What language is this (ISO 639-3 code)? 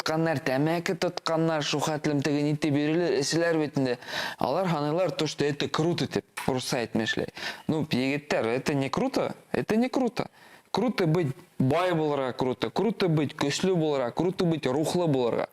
bak